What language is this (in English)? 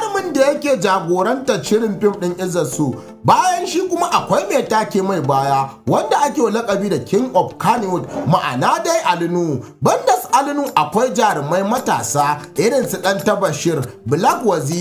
Hausa